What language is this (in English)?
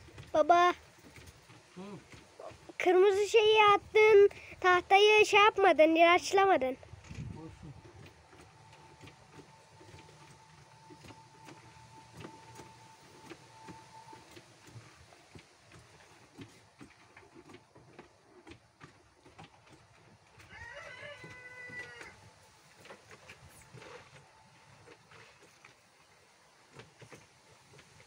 Turkish